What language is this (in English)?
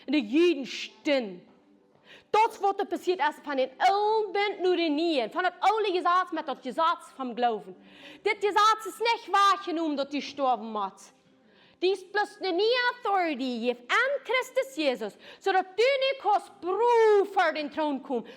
Plautdietsch